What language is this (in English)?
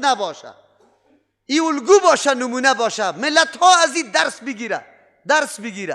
Persian